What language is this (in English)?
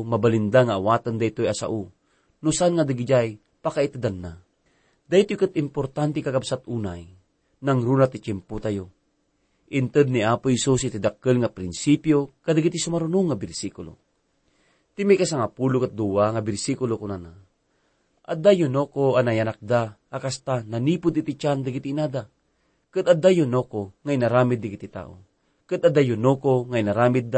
Iloko